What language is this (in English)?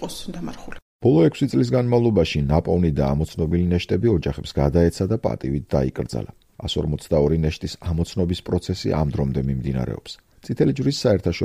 Georgian